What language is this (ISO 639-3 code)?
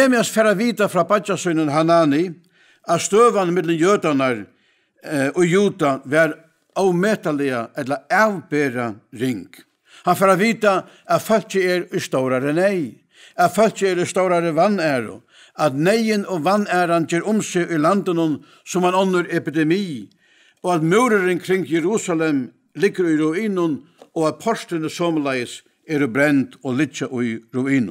fao